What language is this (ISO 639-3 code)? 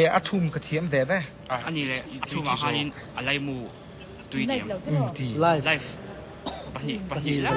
lus